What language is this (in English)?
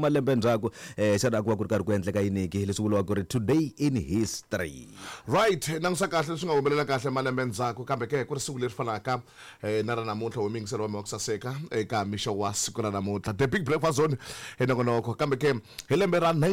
Tsonga